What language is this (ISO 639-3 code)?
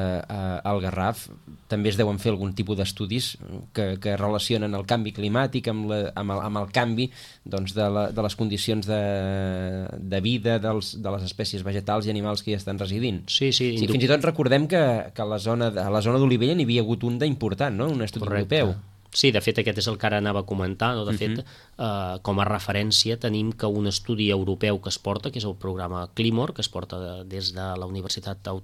cat